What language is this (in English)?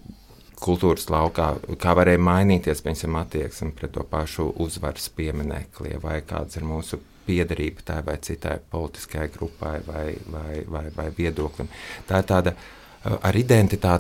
Latvian